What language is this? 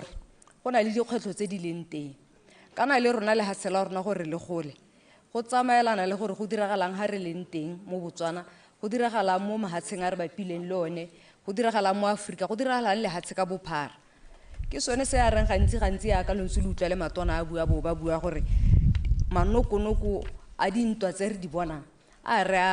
Tswana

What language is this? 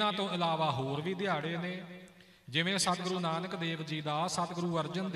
Punjabi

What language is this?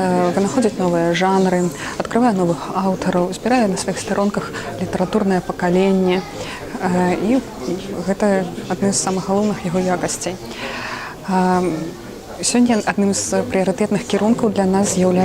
Belarusian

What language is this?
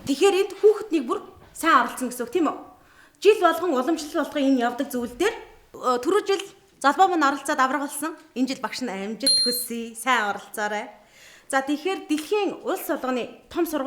Mongolian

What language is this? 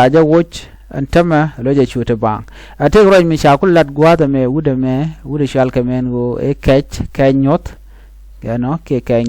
Nuer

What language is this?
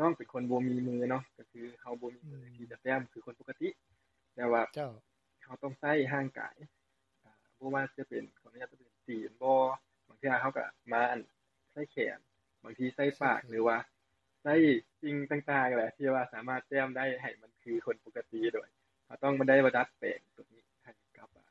Lao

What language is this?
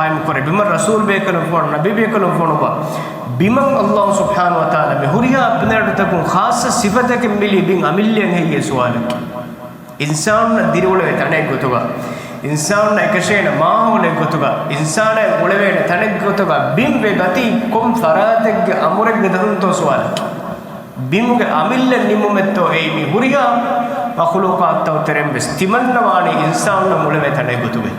Divehi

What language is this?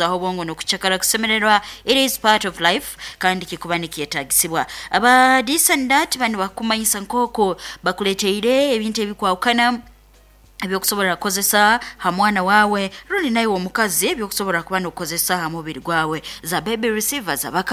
Nyankole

